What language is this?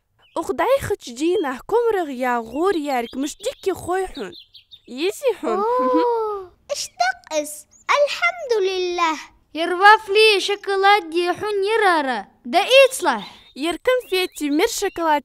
Ingush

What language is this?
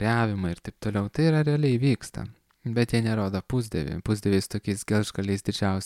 Lithuanian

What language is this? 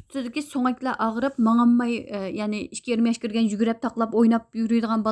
Uyghur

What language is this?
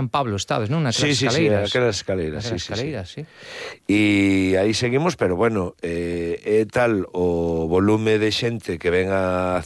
Galician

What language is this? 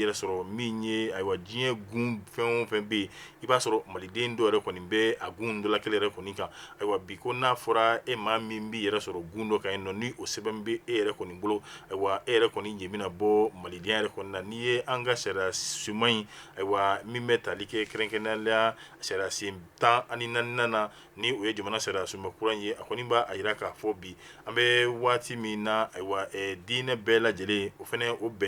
Bambara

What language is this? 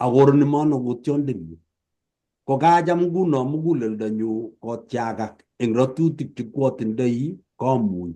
Kalenjin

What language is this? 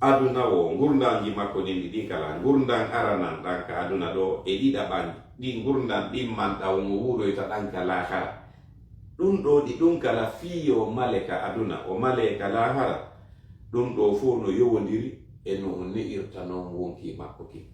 Fula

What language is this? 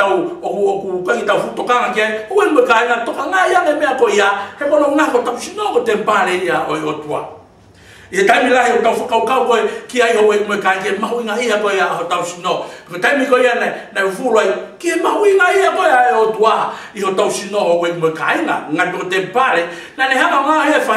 Tongan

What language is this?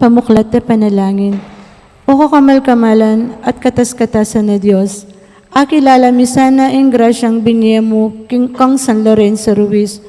Pampanga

